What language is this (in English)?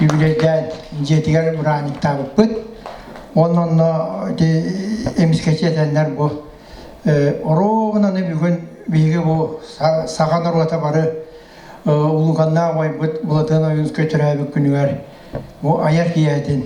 Yakut